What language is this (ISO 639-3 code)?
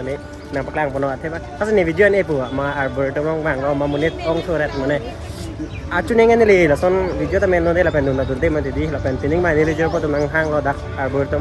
mjw